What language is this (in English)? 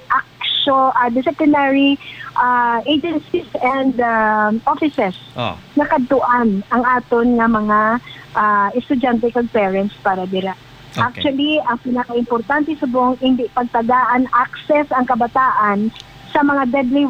Hiligaynon